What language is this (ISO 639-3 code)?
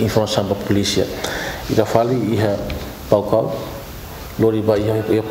tet